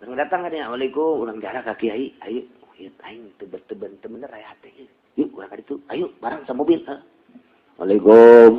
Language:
Sundanese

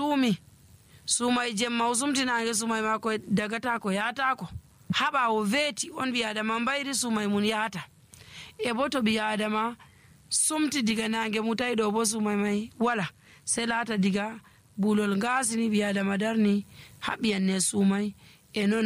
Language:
Nigerian Fulfulde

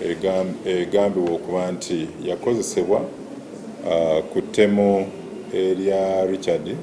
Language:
Ganda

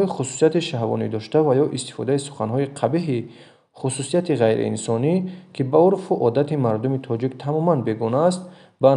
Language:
Tajik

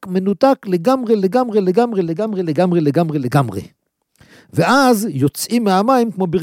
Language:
Hebrew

